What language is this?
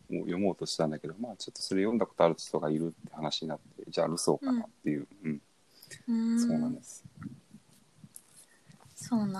Japanese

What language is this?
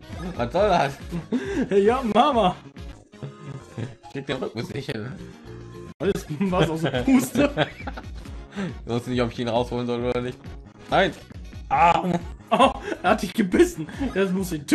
German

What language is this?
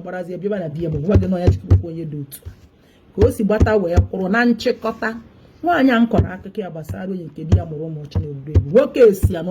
Igbo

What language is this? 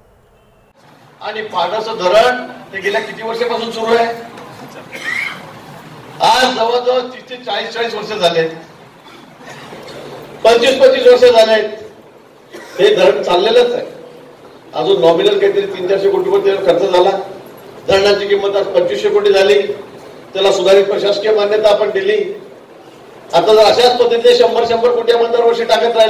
Marathi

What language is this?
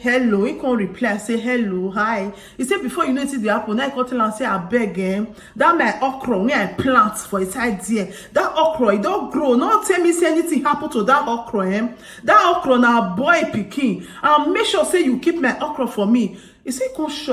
Nigerian Pidgin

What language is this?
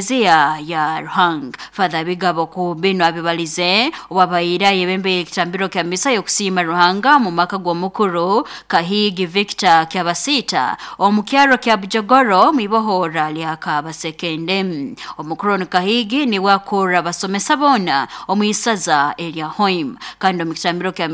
Nyoro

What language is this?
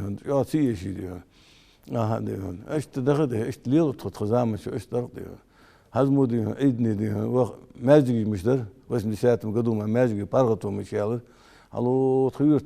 Ingush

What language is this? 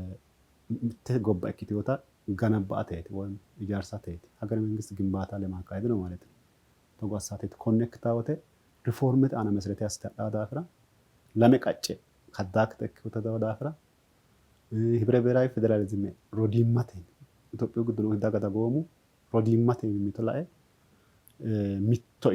Sidamo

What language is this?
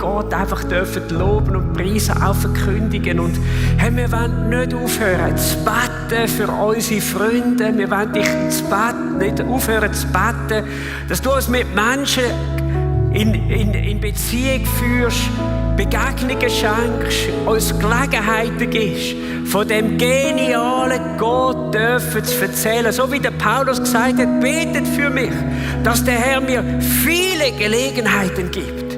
Swiss German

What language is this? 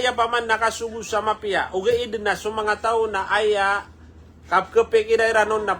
Maranao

